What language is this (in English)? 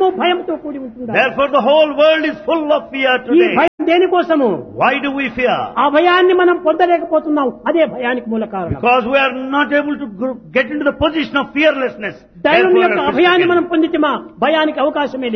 Telugu